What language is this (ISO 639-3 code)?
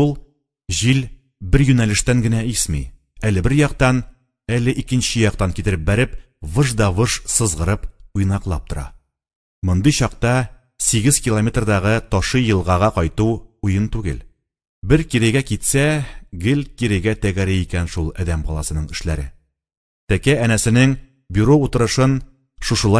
tat